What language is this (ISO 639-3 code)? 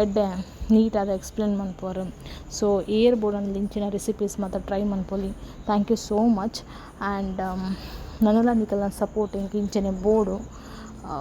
tcy